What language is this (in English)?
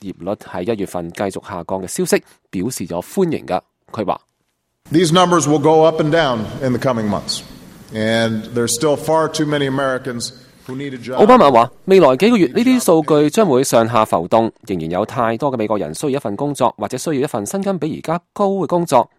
Cantonese